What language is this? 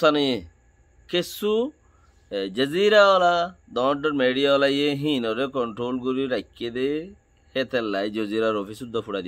Rohingya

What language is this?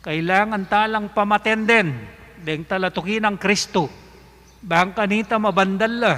Pampanga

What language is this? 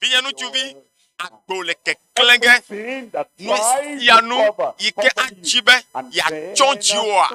Ewe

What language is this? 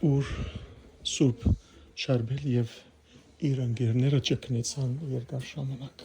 Western Armenian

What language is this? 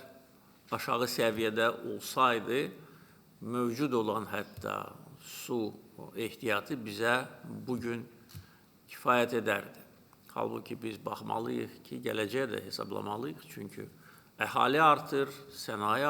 Azerbaijani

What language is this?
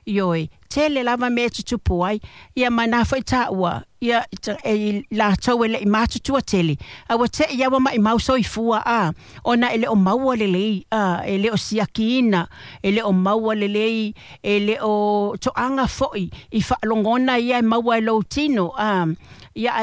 Samoan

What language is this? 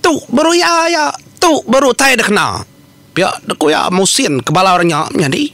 Iban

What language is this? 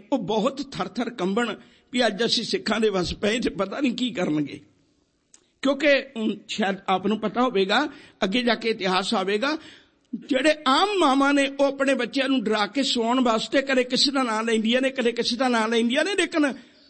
Punjabi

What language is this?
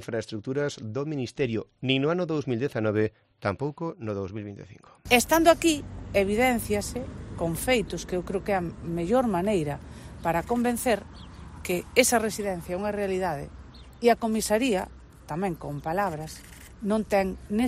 Galician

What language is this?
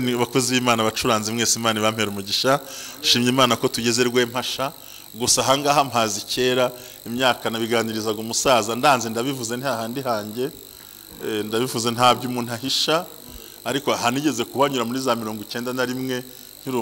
Kinyarwanda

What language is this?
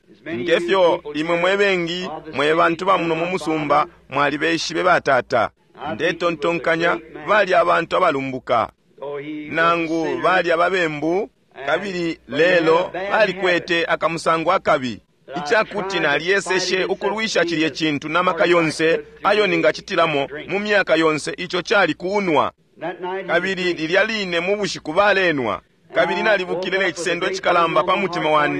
Bemba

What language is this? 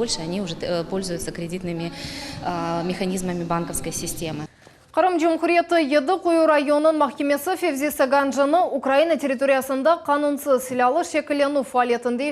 Crimean Tatar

